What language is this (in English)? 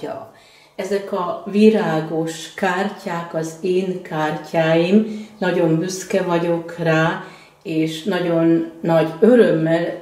Hungarian